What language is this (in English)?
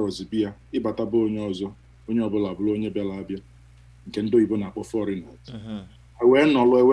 Igbo